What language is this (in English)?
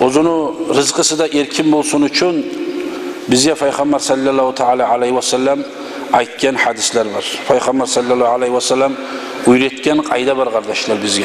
Kumyk